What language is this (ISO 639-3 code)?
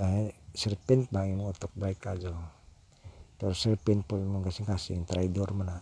ceb